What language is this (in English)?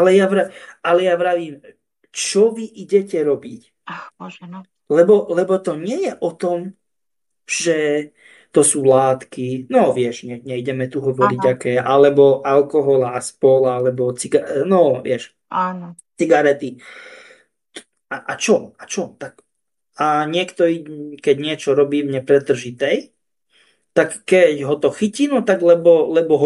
Slovak